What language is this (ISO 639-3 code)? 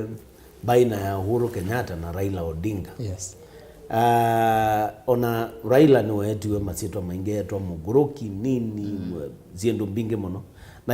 kam